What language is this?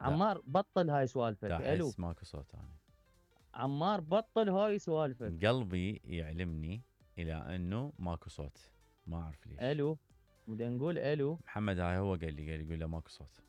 Mesopotamian Arabic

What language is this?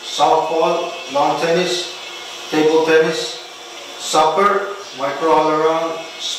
Pohnpeian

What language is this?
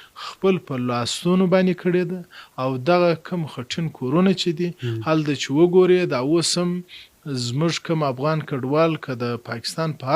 Pashto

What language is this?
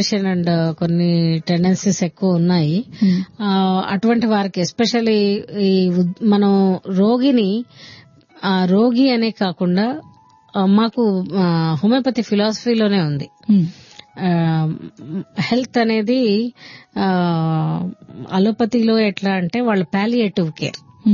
Telugu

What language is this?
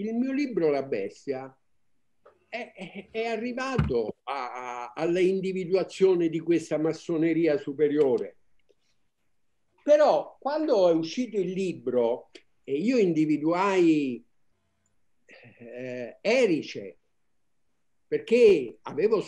Italian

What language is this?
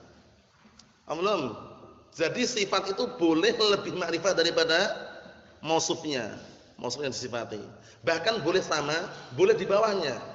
Indonesian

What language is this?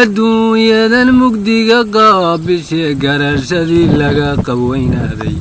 Somali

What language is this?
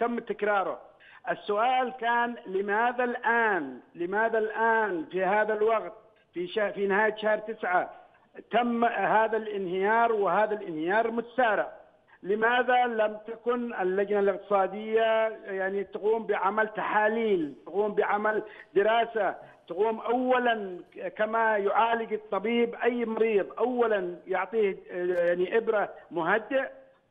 Arabic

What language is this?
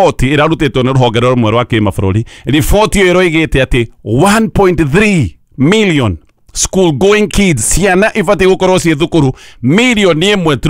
Kikuyu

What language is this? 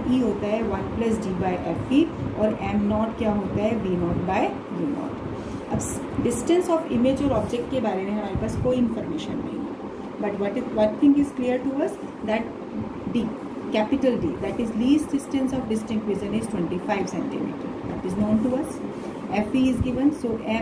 Hindi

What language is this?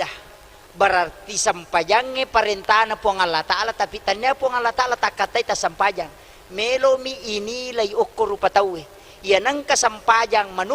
Buginese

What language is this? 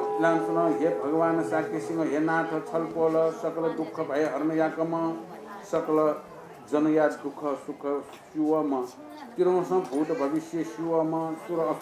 Newari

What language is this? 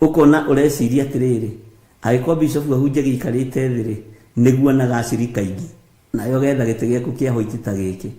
Kikuyu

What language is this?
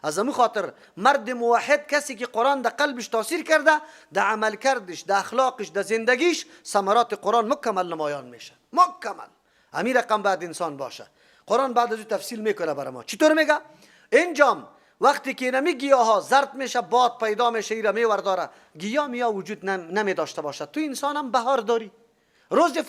Persian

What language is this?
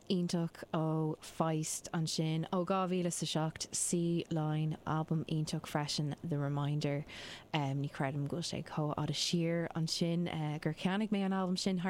Irish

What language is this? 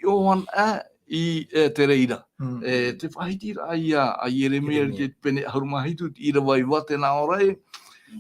Tahitian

